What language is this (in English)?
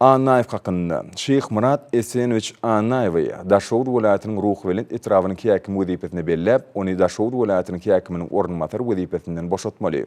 Turkmen